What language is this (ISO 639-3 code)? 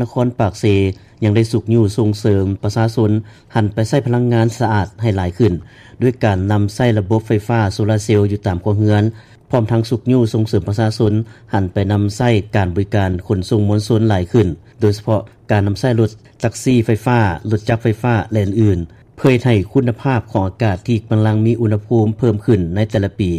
lao